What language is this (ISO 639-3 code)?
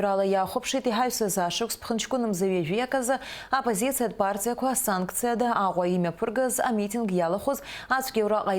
abk